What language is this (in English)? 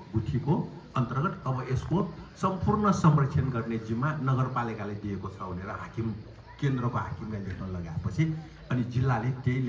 Nepali